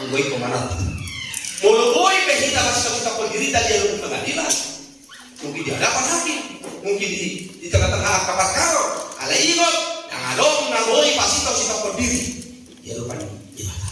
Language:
Batak Toba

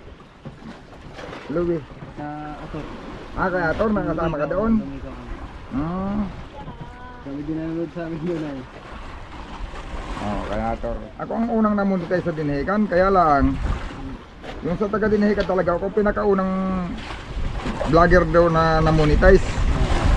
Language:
Filipino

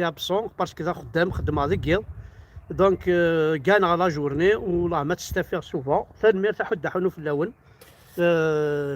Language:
Kabyle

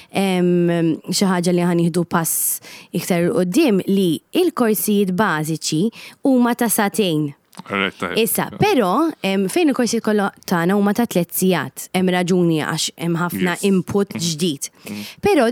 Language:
Maltese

